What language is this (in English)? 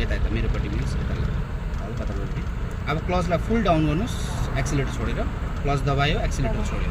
Nepali